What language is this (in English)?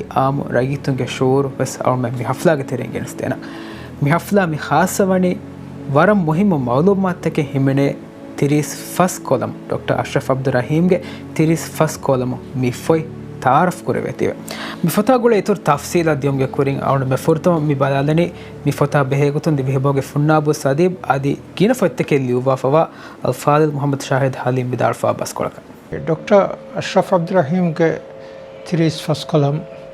Divehi